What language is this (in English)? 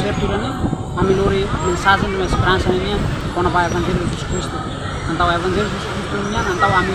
Tetum